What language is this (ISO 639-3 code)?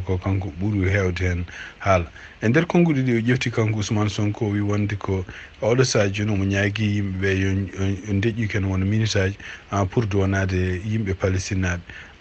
ful